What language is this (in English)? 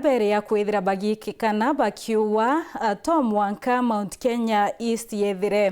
Meru